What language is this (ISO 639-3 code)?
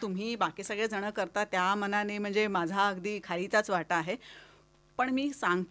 mar